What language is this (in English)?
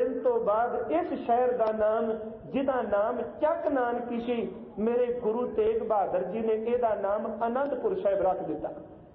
Punjabi